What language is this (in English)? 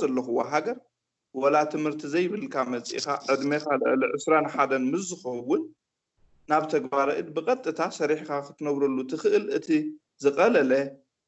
Tigrinya